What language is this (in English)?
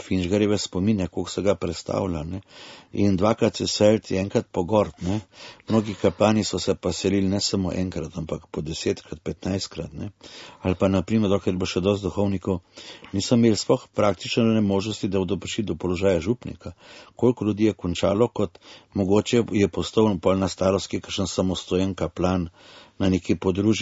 Slovenian